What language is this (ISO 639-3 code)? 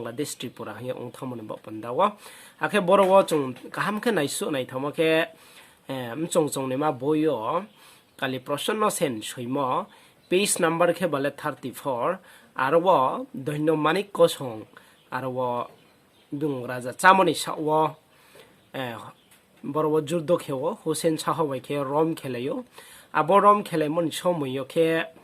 ria